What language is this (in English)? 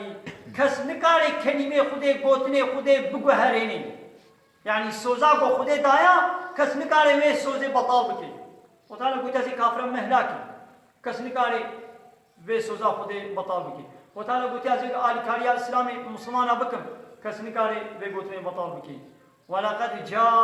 Kurdish